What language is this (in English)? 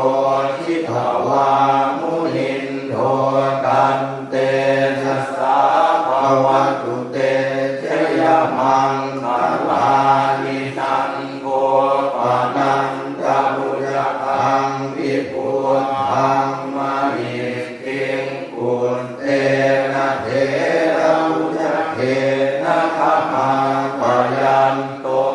Pali